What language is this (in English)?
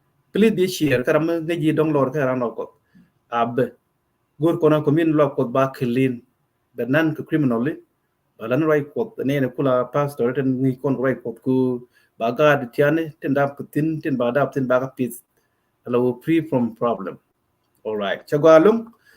Nuer